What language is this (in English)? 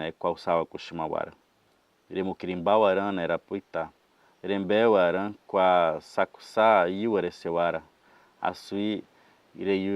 Nheengatu